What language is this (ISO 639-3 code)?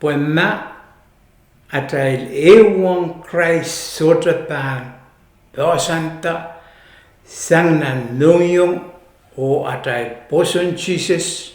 pon